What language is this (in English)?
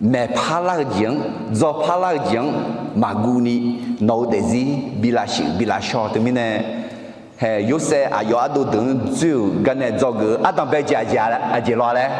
Akha